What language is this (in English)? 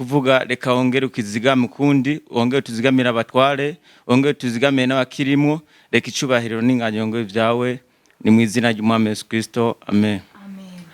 Rundi